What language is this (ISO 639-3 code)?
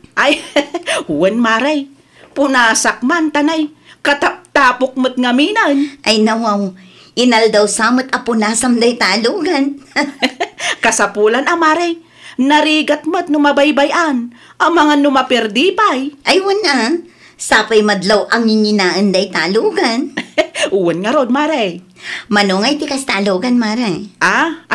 ilo